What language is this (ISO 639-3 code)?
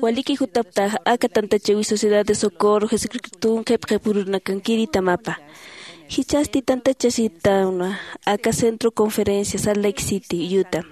aym